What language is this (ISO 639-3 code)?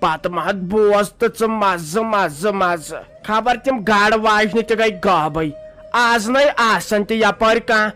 kas